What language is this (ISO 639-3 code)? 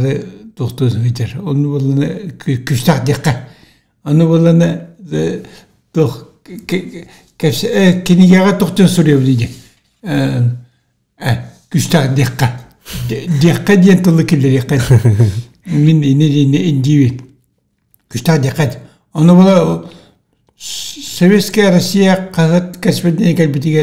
sah